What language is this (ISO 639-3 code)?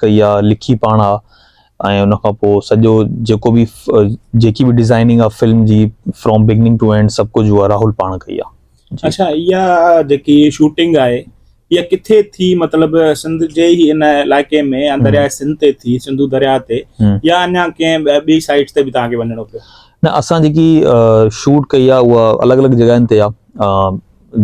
snd